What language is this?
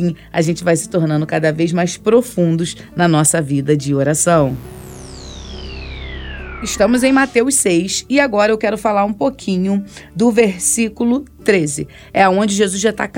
Portuguese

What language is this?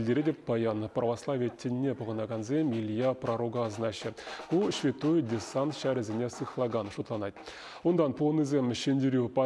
Chuvash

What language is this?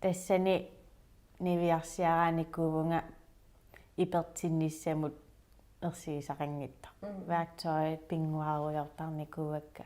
Kalaallisut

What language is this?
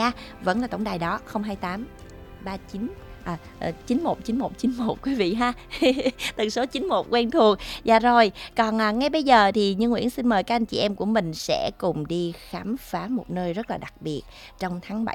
Vietnamese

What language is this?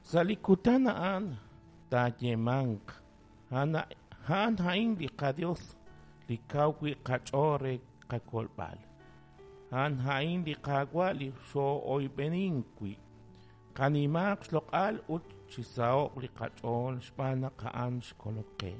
Kekchí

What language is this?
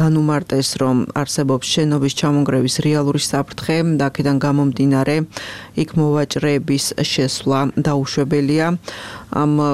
Georgian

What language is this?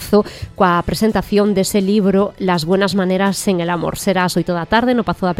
Galician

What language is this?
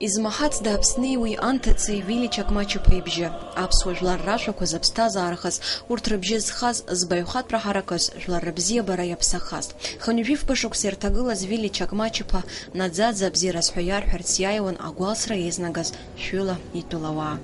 Abkhazian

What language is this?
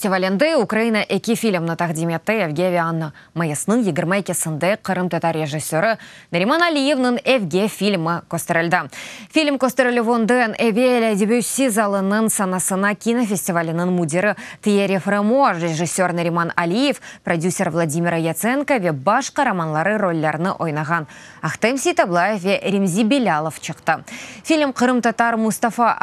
Crimean Tatar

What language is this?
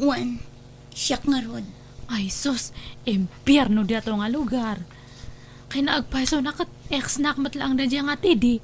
Iloko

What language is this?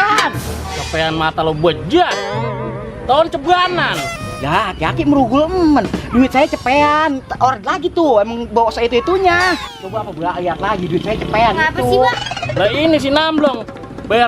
Betawi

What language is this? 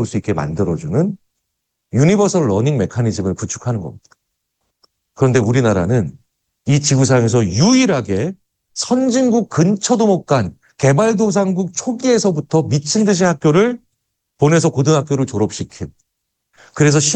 Korean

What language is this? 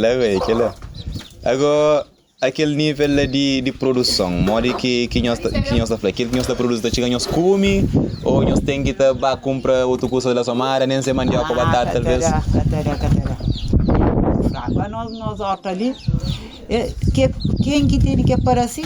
Kabuverdianu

